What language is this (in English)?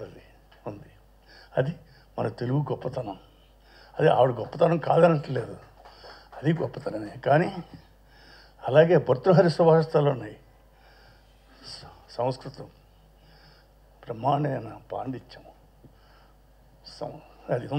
Telugu